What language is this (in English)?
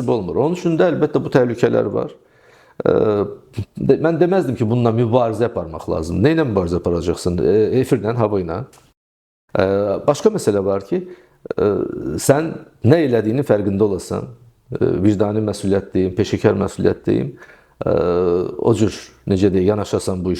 Azerbaijani